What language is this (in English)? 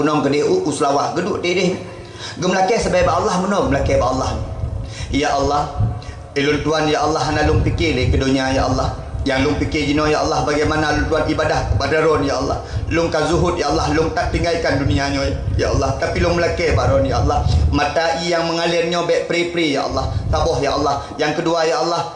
Achinese